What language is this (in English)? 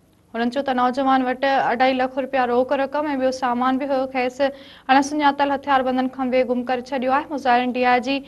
Sindhi